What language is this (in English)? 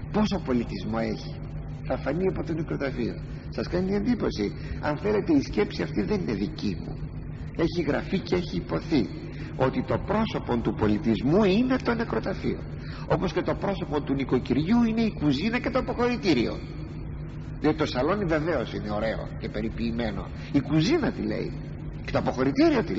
Greek